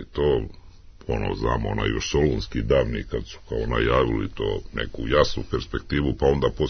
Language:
Serbian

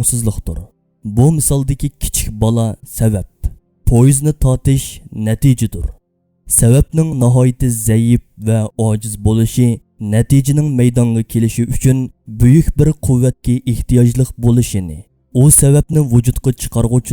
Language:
Uyghur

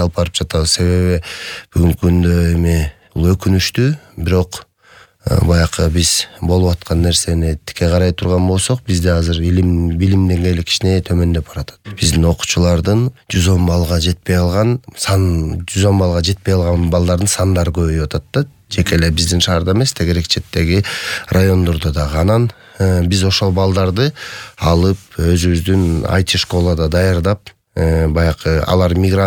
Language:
Kyrgyz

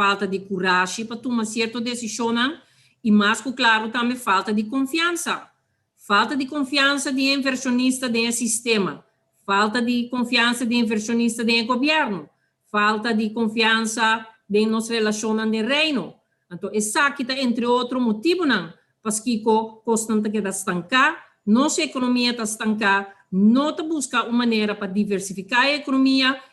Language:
Papiamento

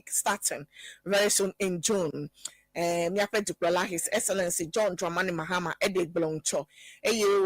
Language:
Ewe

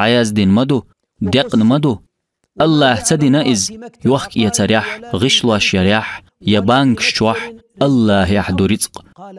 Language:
Chechen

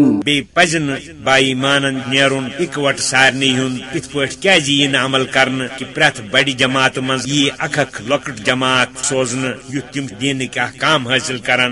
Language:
Kashmiri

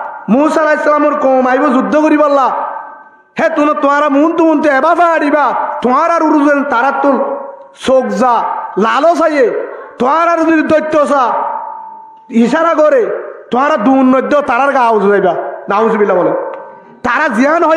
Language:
Rohingya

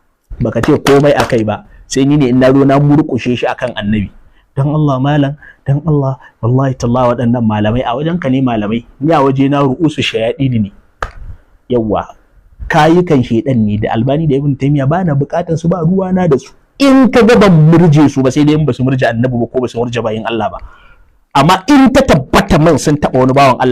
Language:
Hausa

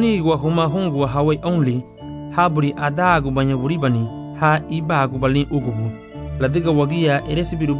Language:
Garifuna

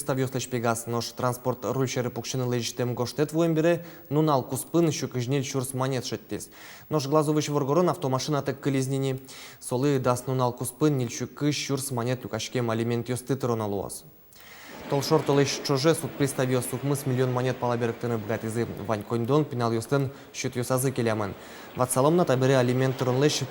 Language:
Udmurt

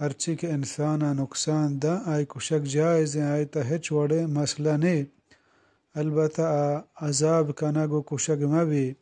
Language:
Eastern Balochi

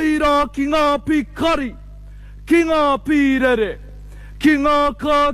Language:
Māori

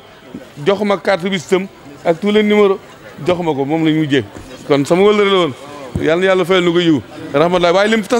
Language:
Wolof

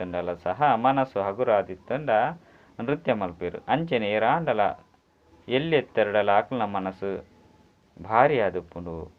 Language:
Tulu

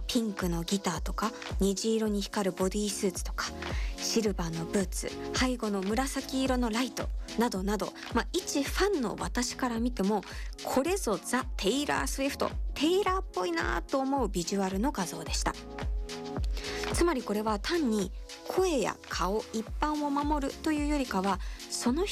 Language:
Japanese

